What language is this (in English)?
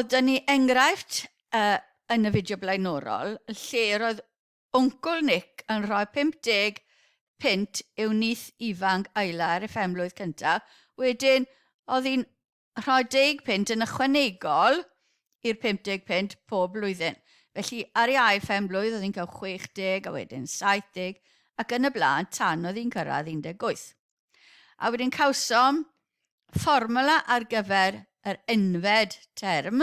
Welsh